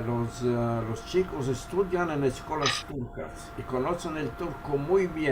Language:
Ladino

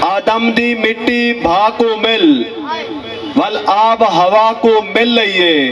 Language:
Saraiki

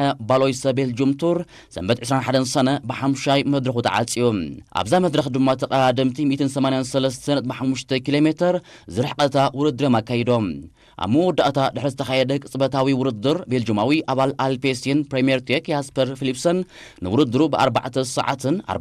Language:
Tigrinya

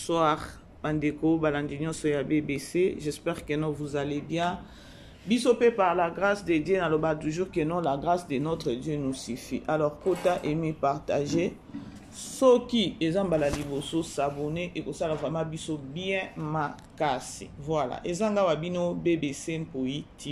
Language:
Lingala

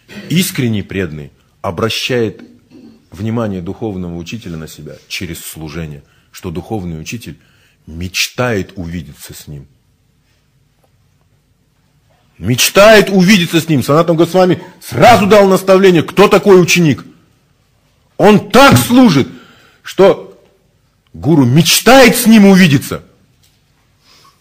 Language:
Russian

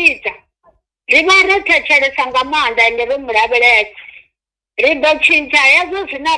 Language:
Venda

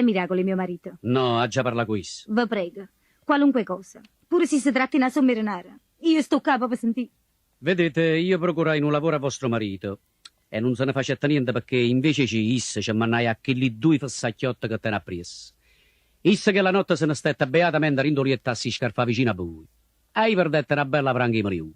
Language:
Neapolitan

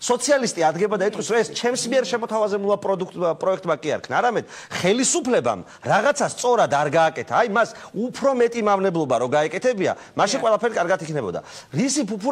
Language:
Georgian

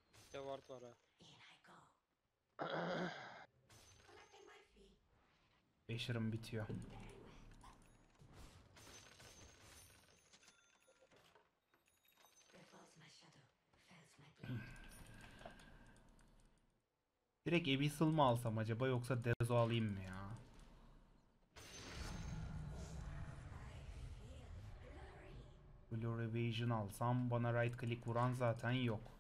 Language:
Turkish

